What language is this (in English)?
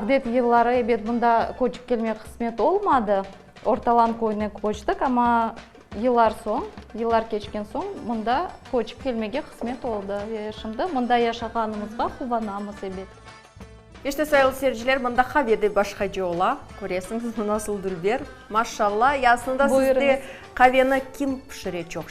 Crimean Tatar